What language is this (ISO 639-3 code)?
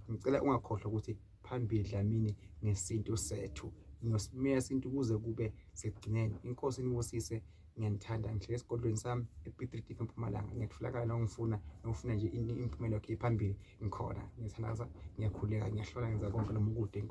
zul